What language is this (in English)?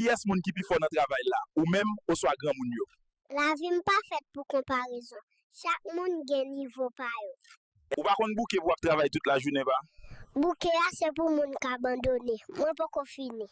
Haitian Creole